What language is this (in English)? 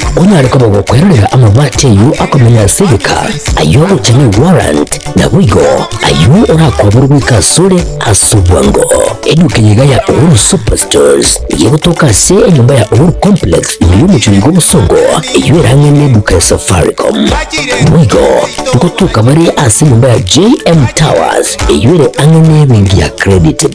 Gusii